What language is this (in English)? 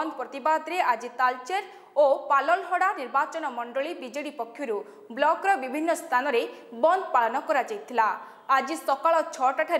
Odia